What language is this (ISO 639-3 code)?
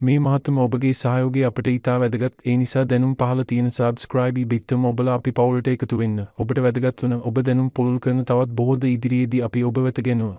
sin